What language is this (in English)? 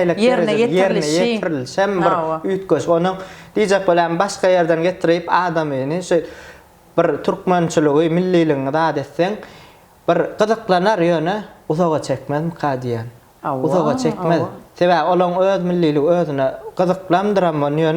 Turkmen